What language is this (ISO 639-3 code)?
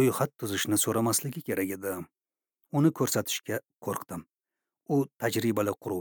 uzb